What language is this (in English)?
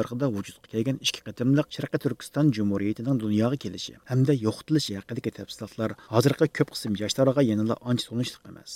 Uyghur